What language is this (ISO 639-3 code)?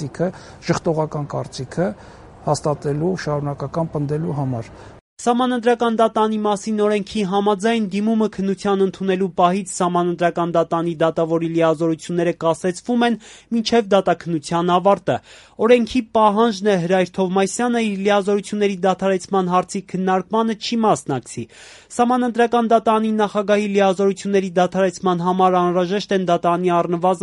hye